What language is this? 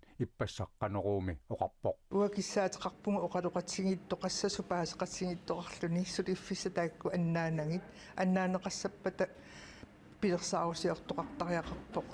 Kalaallisut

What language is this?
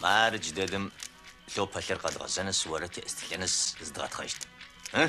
Adyghe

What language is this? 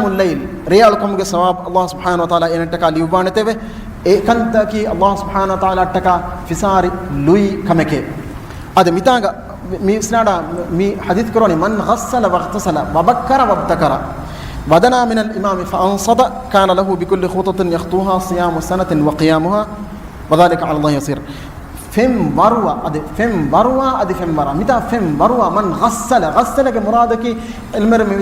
Divehi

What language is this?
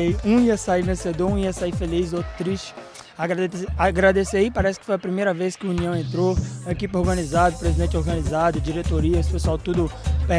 Portuguese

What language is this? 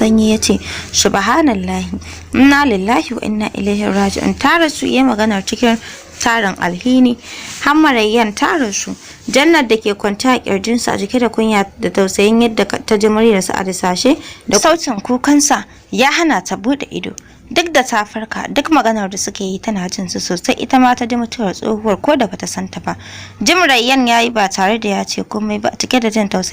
Hausa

